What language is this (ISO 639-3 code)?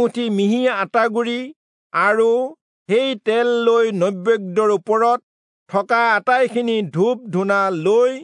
asm